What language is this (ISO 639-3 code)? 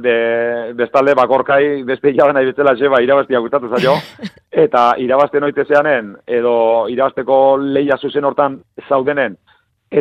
eus